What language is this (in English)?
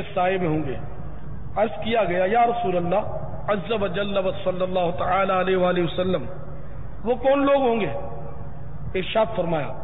Urdu